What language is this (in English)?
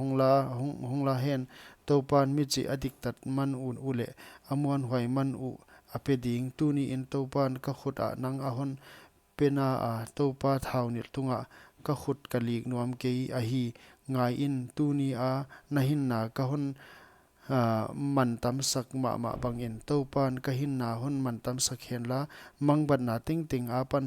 Paite Chin